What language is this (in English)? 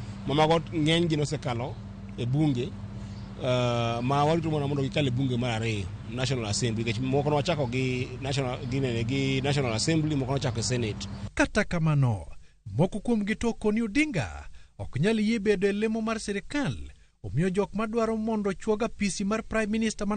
Luo (Kenya and Tanzania)